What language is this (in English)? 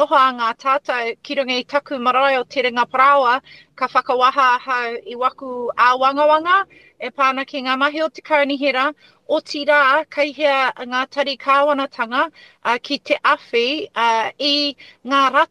Māori